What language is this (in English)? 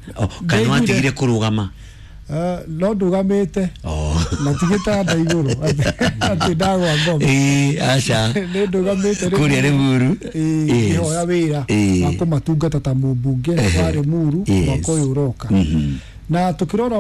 Kikuyu